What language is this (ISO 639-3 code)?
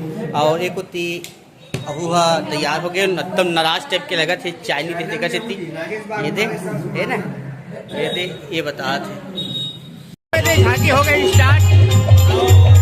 hne